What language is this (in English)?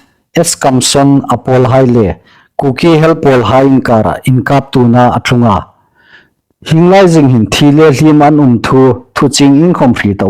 Hmar